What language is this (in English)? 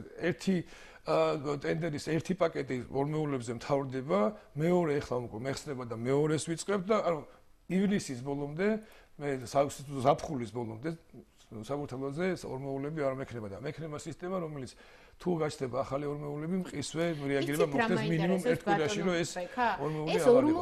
Georgian